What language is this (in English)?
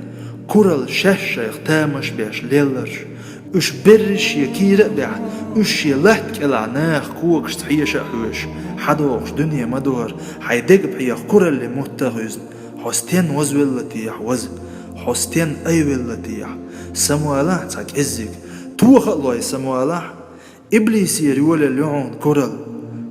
Chechen